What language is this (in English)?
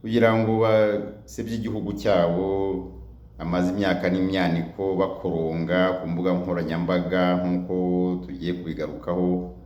Kinyarwanda